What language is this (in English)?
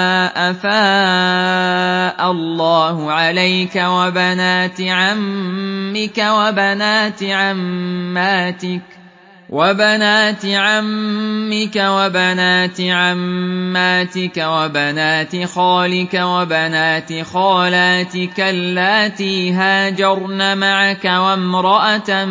Arabic